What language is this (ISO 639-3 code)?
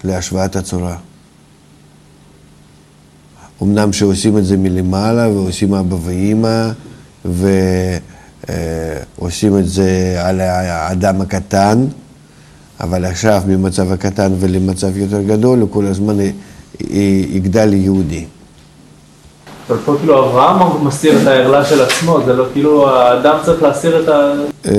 heb